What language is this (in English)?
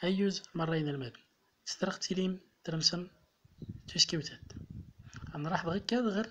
Central Atlas Tamazight